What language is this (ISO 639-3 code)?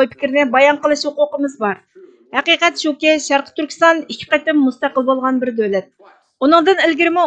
uig